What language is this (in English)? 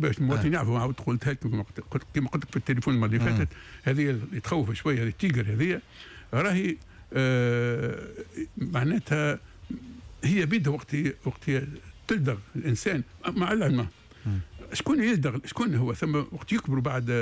Tunisian Arabic